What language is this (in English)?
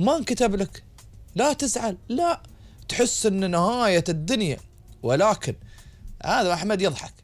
Gulf Arabic